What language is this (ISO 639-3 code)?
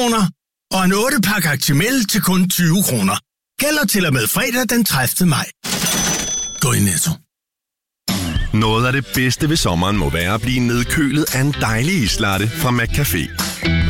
dan